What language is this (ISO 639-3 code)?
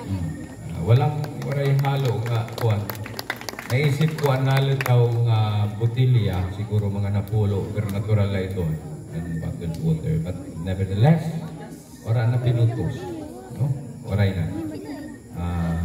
war